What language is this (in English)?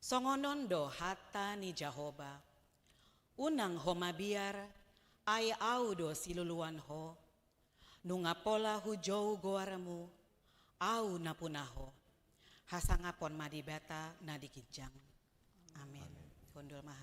Batak Toba